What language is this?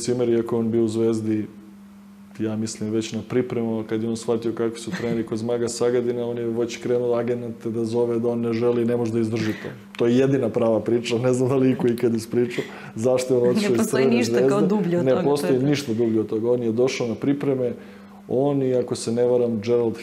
Serbian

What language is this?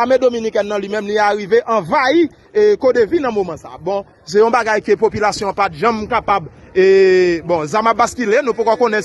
Haitian Creole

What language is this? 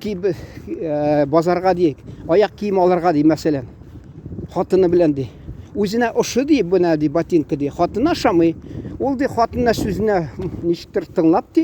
Tatar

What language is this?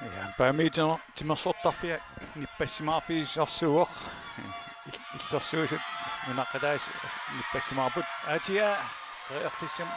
Kalaallisut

